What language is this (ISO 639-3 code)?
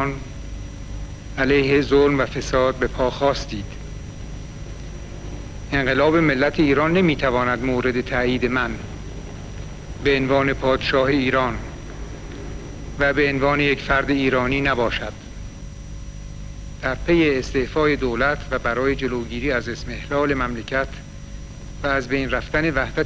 fas